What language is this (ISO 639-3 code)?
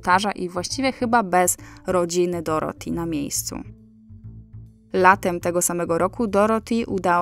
pol